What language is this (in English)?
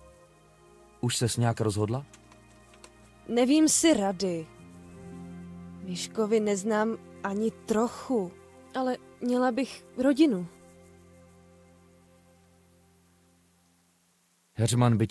Czech